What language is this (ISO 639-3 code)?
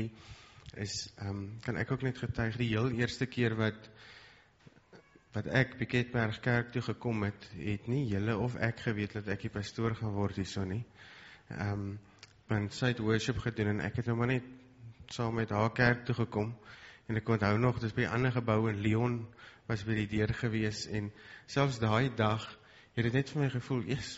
afr